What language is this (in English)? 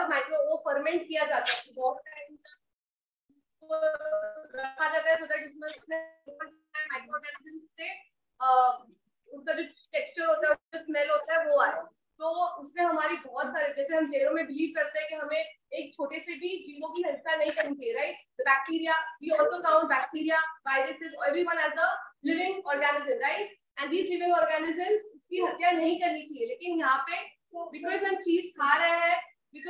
Hindi